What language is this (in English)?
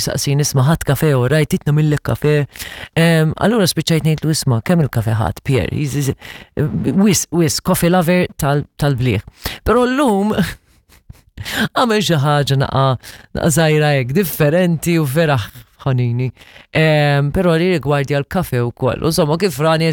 Maltese